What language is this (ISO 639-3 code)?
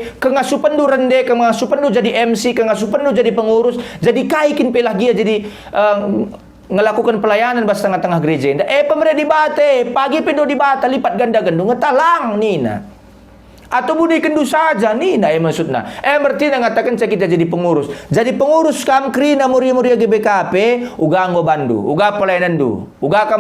btx